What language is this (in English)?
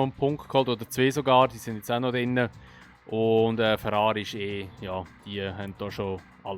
Swiss German